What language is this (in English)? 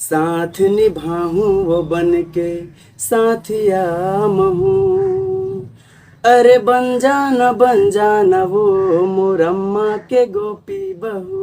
Chhattisgarhi